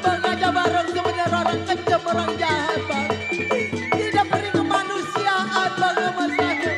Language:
Betawi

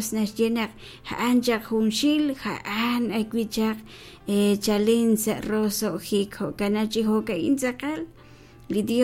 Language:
Kekchí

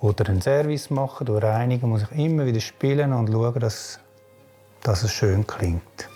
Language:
Swiss German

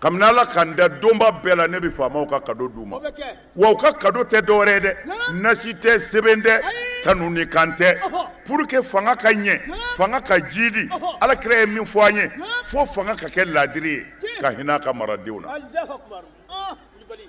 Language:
Bambara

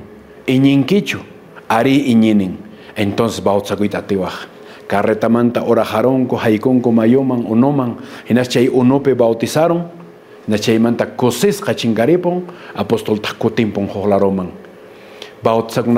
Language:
Quechua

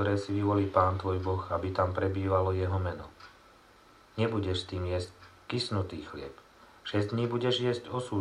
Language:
Slovak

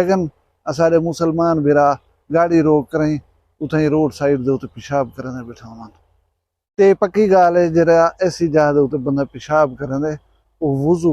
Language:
Saraiki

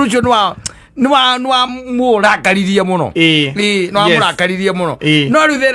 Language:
Kikuyu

